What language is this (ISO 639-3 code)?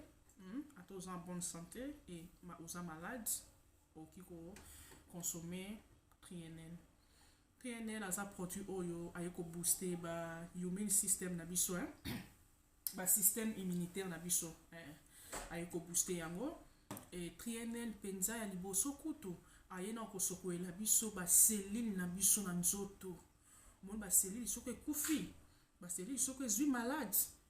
lin